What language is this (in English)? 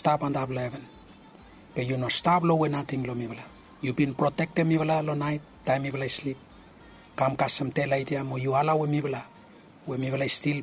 Bislama